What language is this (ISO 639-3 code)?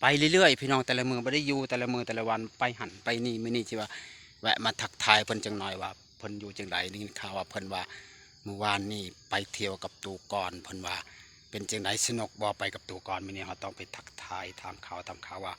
lao